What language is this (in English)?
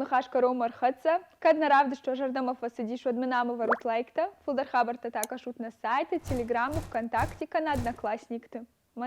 Ossetic